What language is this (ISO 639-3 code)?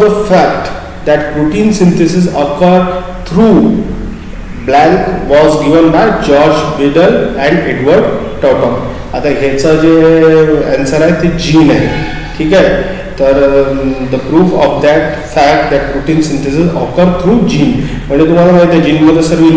mar